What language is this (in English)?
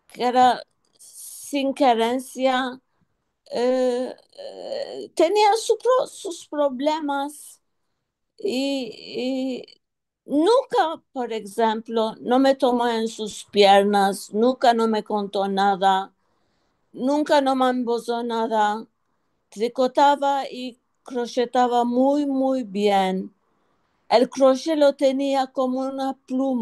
Ladino